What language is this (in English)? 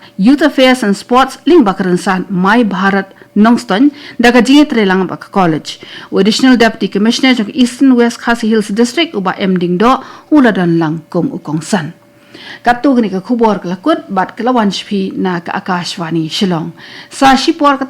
Khasi